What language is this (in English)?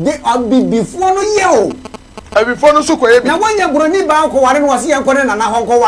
Akan